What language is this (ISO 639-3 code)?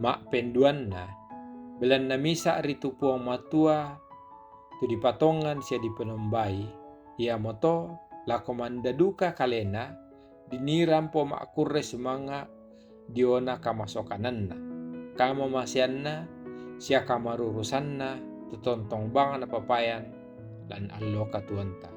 sda